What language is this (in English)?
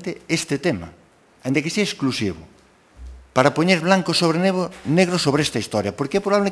Galician